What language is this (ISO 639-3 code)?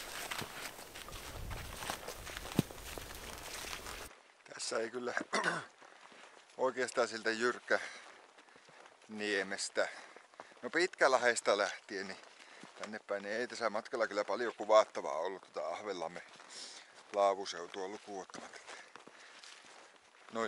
fin